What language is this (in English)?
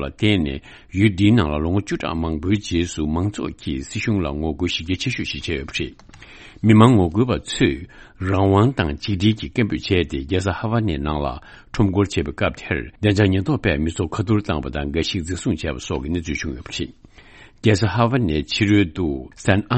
Tibetan